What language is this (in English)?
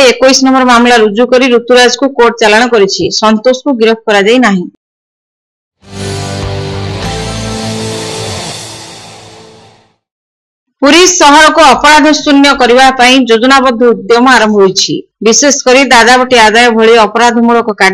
Odia